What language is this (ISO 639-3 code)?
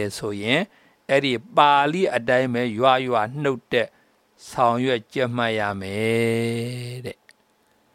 mya